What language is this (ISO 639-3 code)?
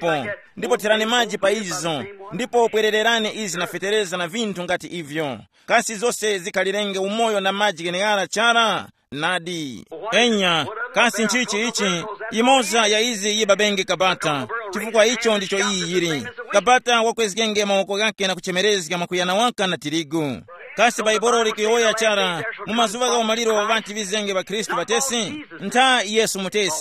tum